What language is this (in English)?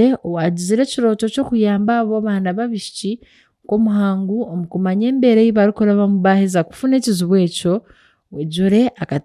Nyankole